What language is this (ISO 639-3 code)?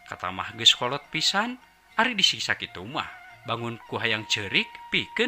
sun